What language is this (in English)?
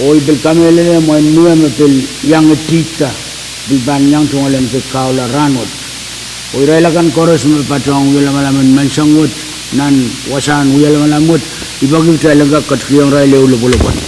Pohnpeian